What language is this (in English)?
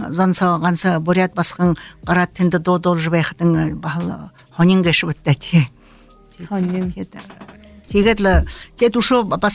Buriat